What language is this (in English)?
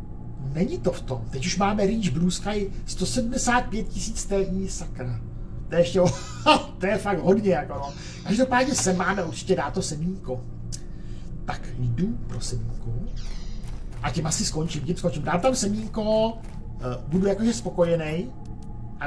Czech